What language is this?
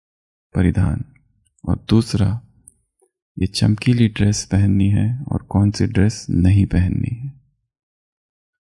Hindi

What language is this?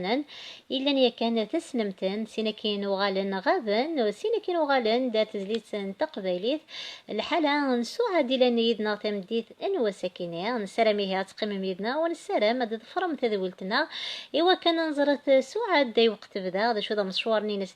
Kabyle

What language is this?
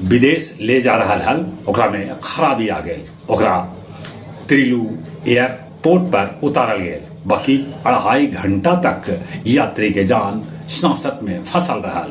Magahi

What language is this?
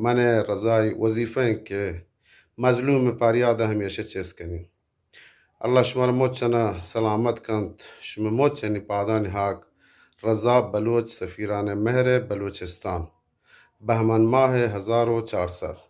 Eastern Balochi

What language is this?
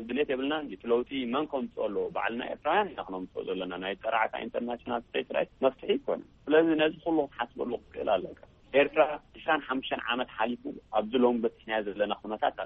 Tigrinya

